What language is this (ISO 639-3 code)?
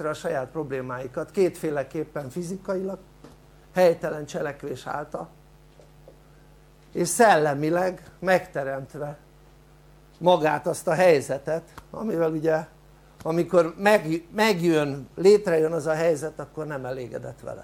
hun